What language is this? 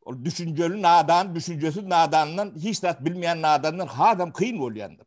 Turkmen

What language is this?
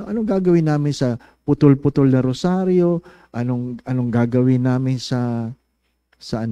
Filipino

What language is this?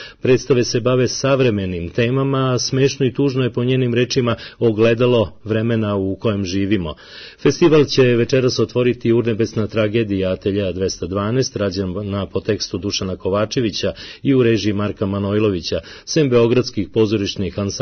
Serbian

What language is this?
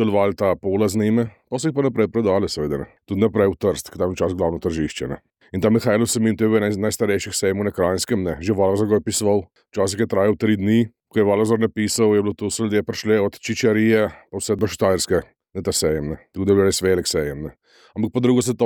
Slovenian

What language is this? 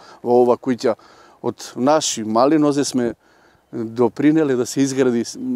Macedonian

